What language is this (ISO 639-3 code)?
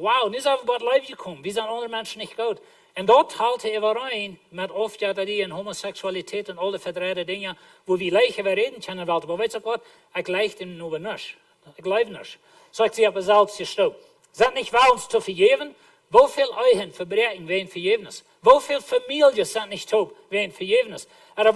pdt